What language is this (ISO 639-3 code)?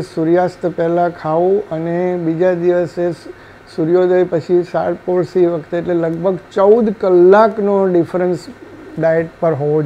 guj